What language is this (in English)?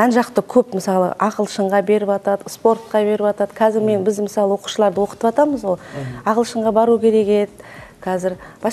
Kazakh